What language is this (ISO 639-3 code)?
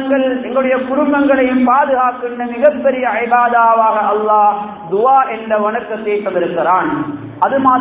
tam